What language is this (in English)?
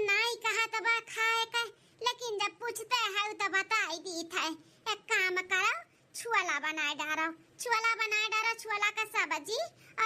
Awadhi